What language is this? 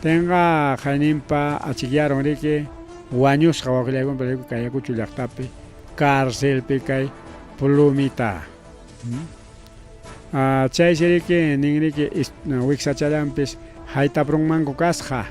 Ayacucho Quechua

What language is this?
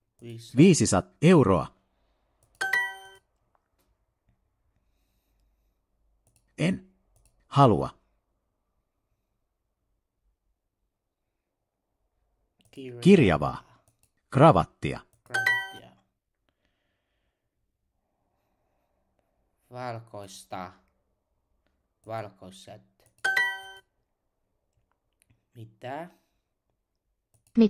Finnish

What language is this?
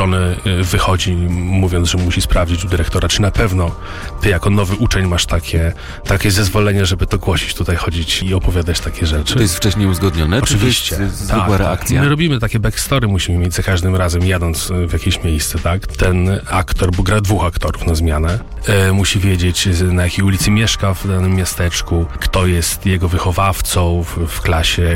Polish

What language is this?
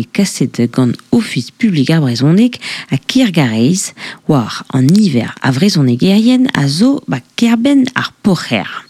Breton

